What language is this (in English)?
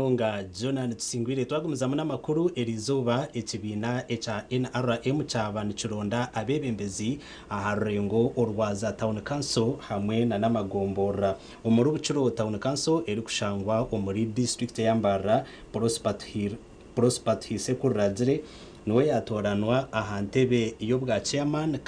Nyankole